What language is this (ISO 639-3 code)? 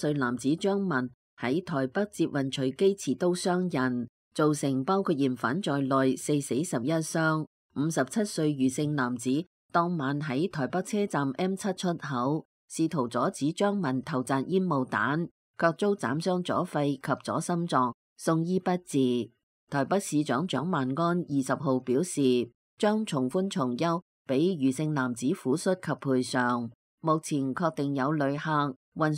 yue